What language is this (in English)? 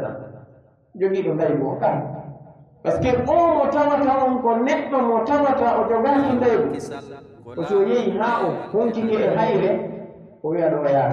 Pular